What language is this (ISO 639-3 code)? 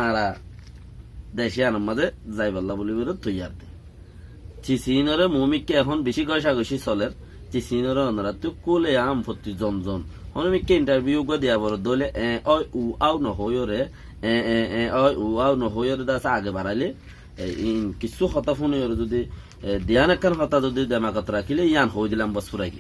rhg